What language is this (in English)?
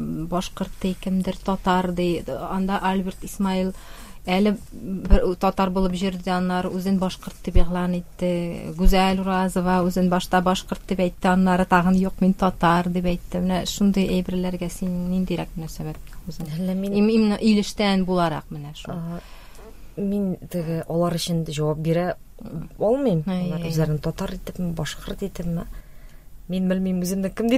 Tatar